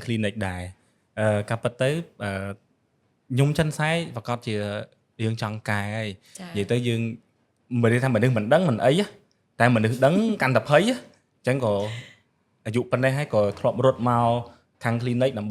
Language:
Khmer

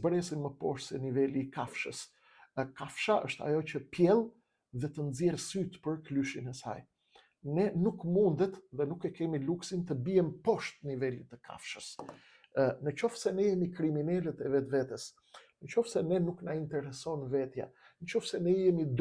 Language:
Albanian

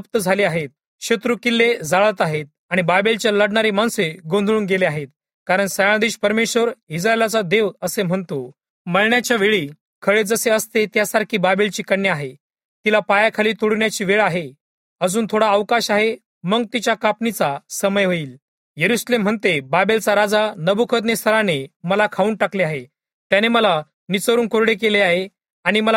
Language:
Marathi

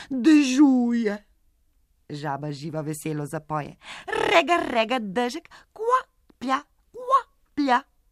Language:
Slovenian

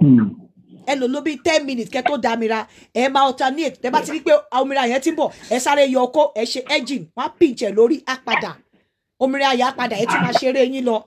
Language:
Yoruba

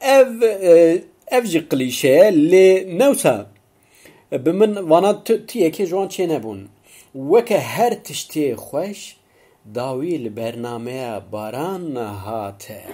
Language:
Kurdish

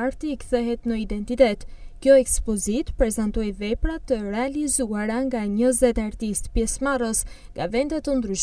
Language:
Albanian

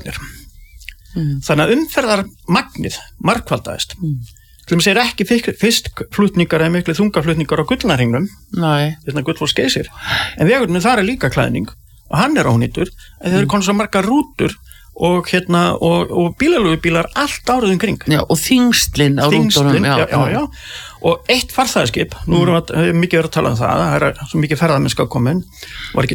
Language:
Icelandic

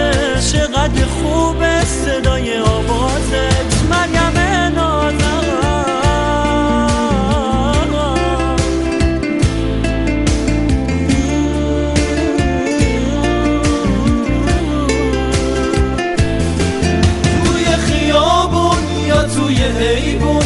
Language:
Persian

